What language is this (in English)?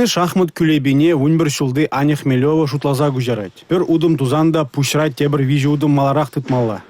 Chuvash